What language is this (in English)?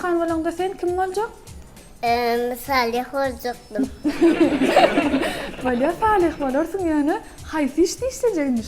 Turkmen